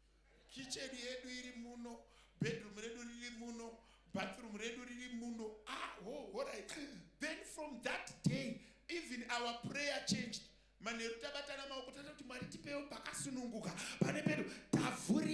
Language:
Shona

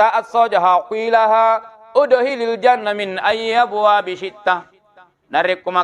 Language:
Buginese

